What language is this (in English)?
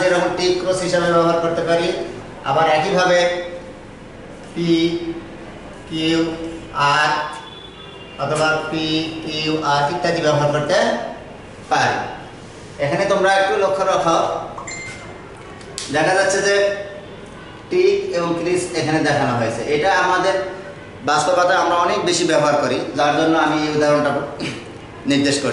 Bangla